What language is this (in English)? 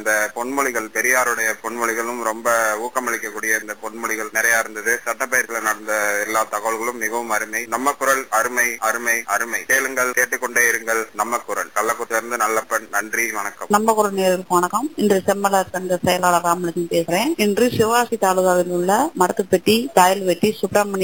Tamil